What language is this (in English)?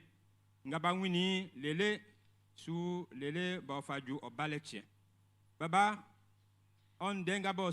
Baoulé